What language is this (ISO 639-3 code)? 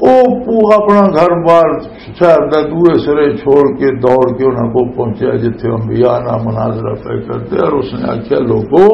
lah